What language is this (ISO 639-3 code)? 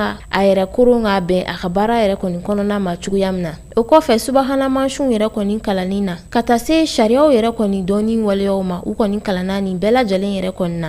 bam